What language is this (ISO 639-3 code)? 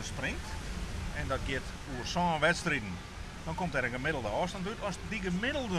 fry